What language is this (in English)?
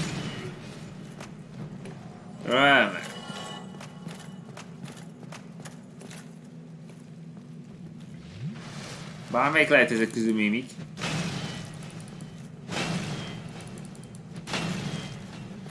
Hungarian